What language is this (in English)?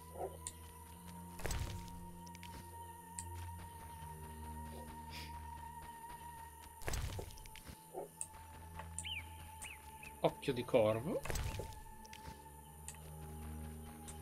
Italian